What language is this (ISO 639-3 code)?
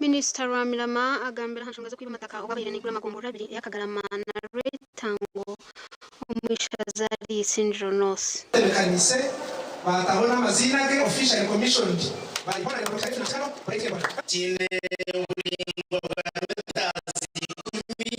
nyn